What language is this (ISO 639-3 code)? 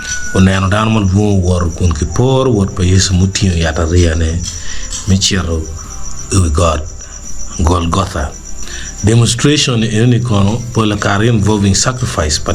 ach